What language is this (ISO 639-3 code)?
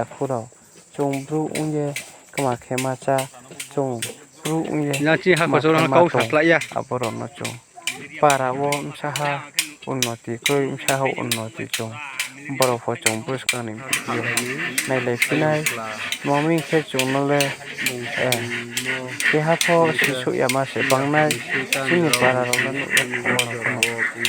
ria